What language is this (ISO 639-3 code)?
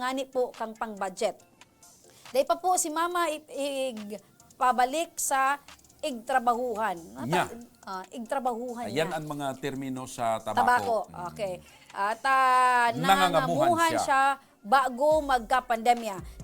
bik